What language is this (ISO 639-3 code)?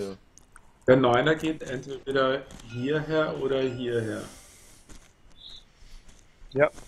deu